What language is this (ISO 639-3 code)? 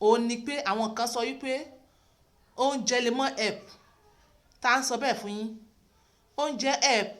yor